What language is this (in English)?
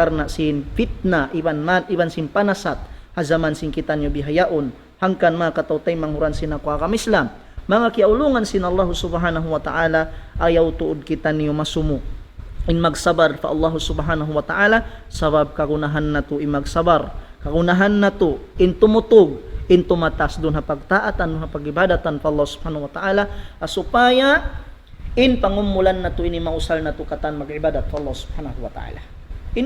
Tausug